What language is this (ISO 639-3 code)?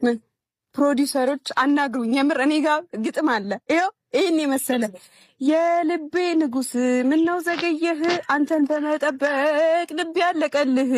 amh